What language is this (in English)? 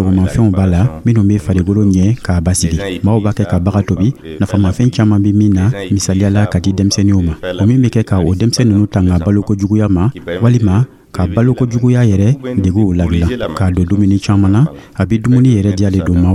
Dyula